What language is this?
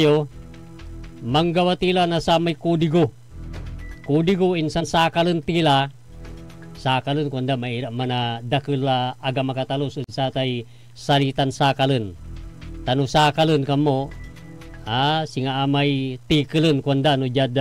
Pangasinan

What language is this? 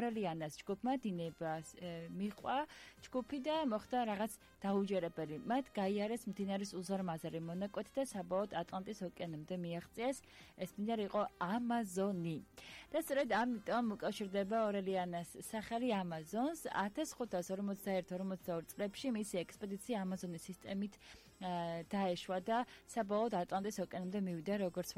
Georgian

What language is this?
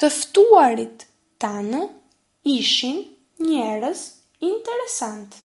Albanian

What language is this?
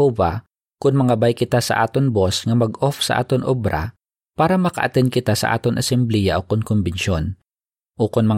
Hiligaynon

